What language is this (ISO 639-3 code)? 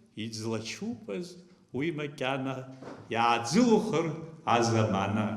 abk